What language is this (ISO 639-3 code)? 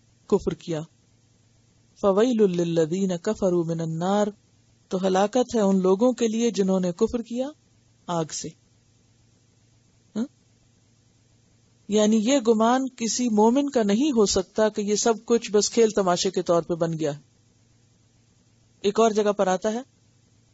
urd